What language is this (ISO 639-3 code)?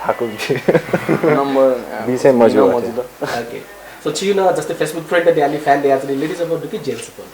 new